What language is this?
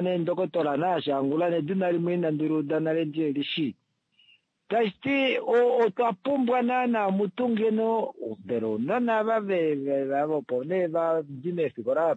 Kuanyama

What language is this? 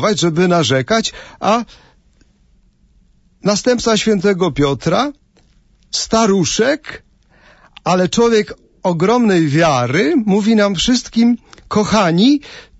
Polish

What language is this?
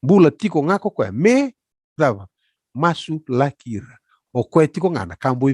Fijian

